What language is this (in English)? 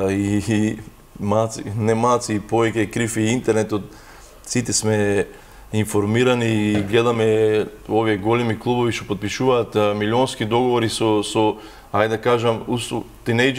Macedonian